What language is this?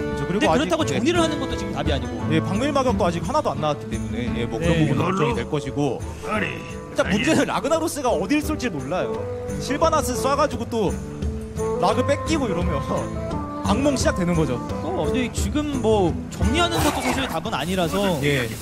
Korean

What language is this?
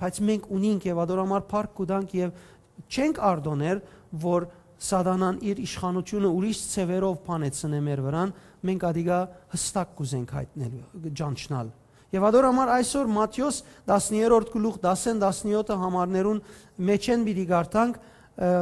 Western Armenian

